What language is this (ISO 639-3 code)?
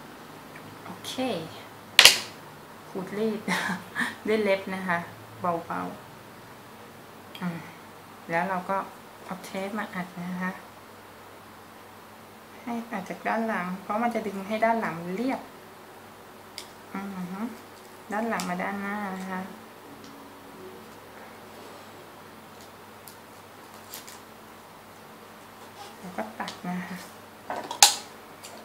tha